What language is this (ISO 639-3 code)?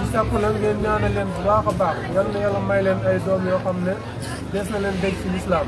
wol